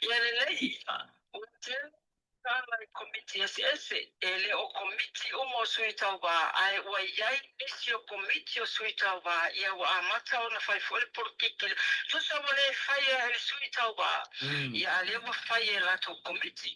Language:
Samoan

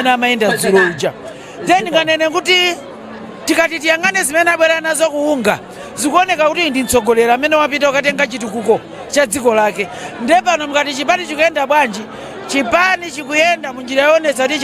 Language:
Nyanja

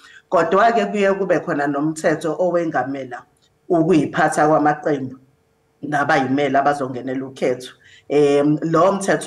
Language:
Zulu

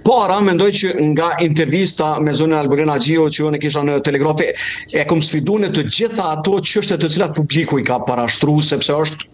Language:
Albanian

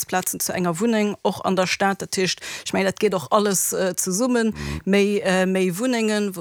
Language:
Luxembourgish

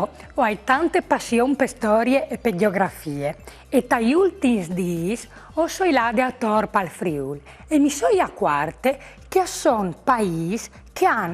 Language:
Friulian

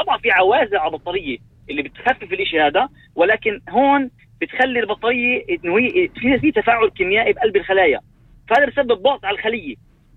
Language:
North Levantine Arabic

